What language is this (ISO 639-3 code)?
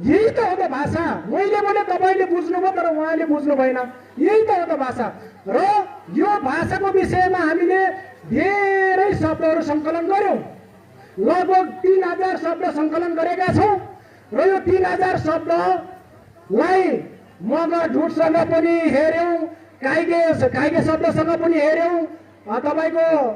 nep